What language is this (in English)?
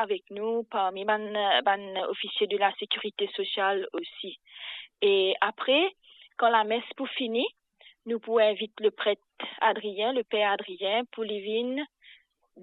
Morisyen